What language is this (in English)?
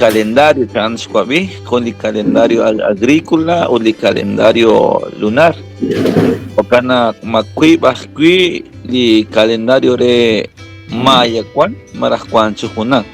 Kekchí